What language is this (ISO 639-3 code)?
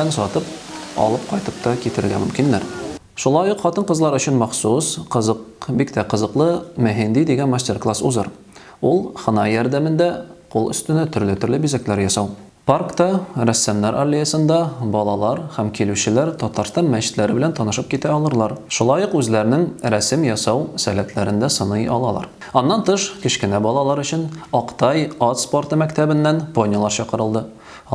tat